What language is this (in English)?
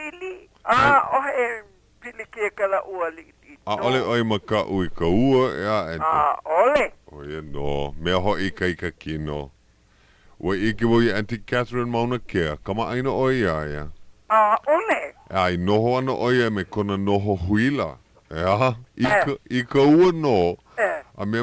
Hawaiian